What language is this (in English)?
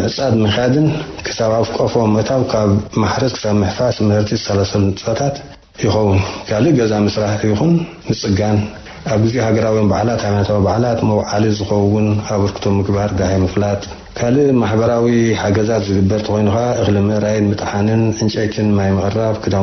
Tigrinya